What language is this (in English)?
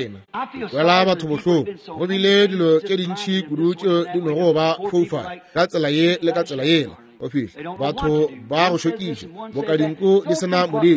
Northern Sotho